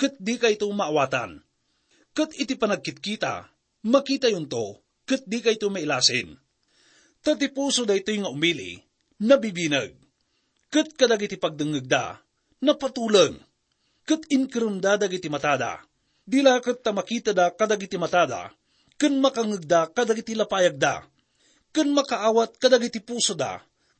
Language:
Iloko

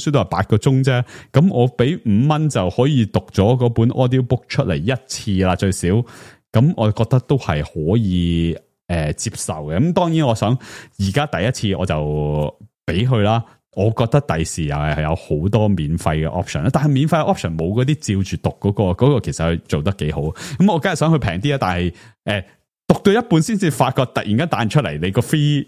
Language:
Cantonese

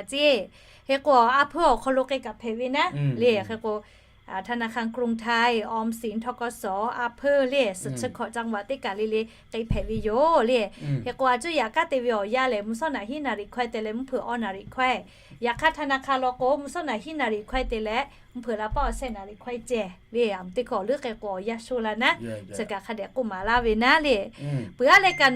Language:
Lahu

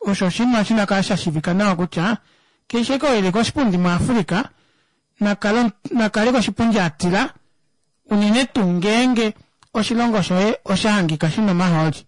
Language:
Kuanyama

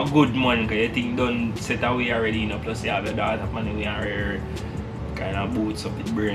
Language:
Jamaican Creole English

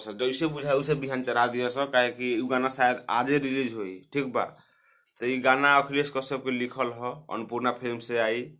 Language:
Bhojpuri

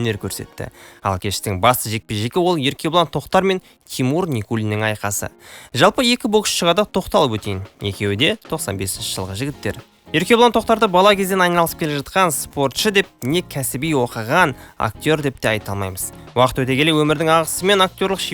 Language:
Kazakh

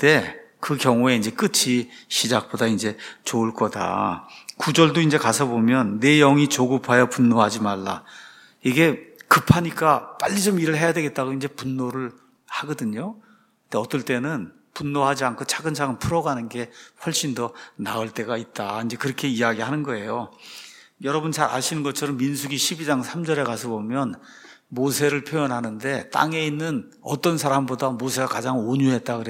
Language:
Korean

